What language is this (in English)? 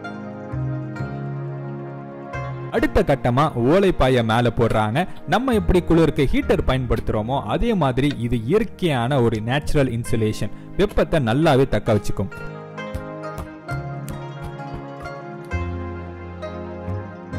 Tamil